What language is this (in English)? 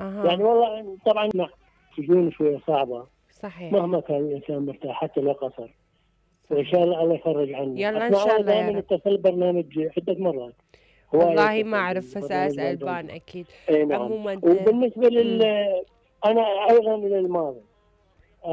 Mesopotamian Arabic